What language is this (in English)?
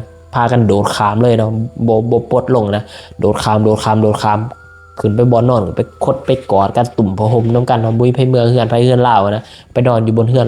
Lao